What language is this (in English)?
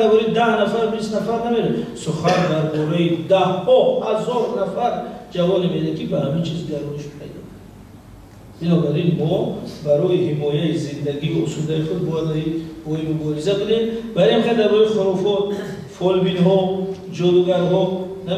Tajik